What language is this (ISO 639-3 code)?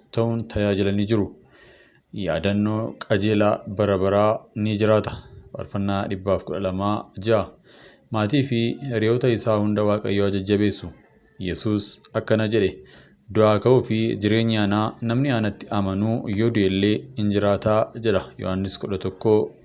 orm